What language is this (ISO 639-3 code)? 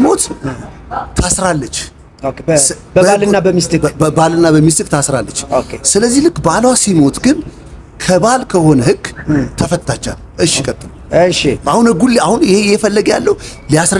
amh